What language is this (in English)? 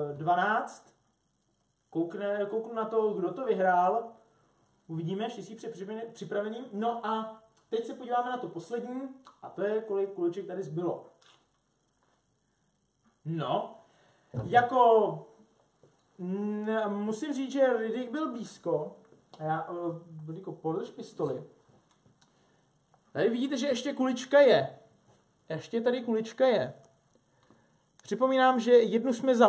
Czech